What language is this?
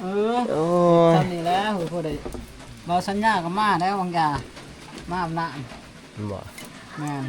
Northeastern Thai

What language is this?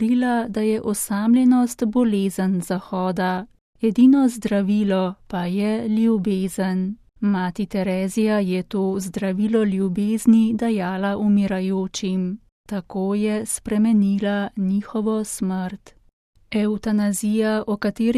Slovenian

